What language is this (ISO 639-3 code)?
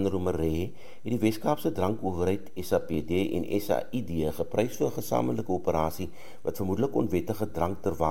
afr